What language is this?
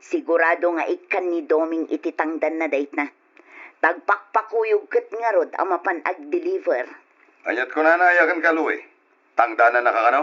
Iloko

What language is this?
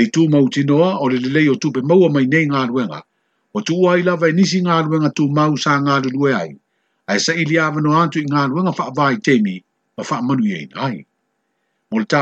Samoan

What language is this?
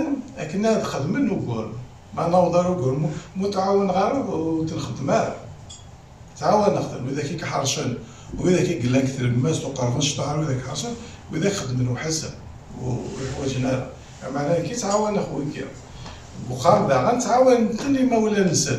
Kabyle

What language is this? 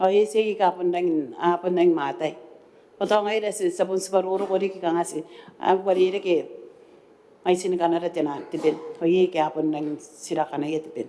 Gilbertese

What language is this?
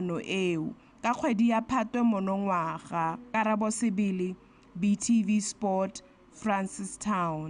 Tswana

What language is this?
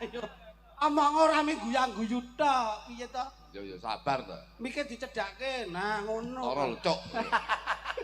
Javanese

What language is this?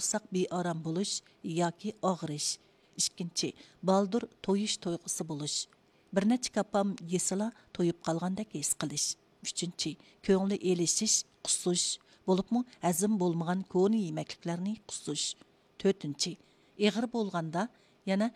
Uyghur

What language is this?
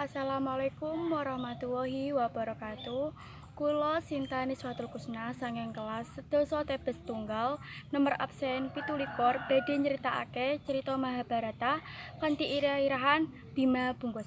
Javanese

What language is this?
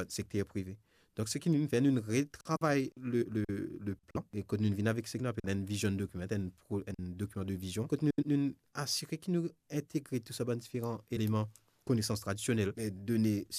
Morisyen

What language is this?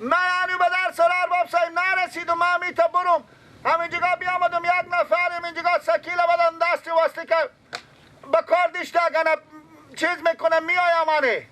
Persian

